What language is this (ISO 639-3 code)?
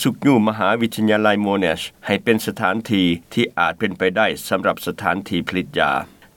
lao